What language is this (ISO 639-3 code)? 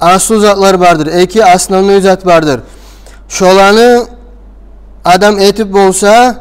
kum